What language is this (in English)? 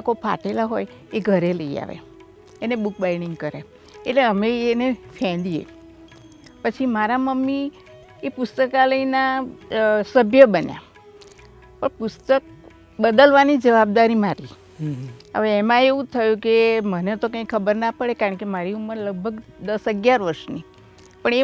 Gujarati